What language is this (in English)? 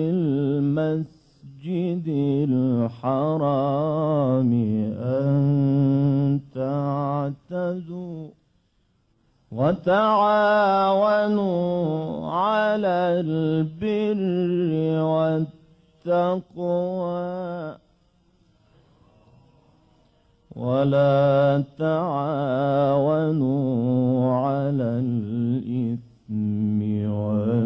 Arabic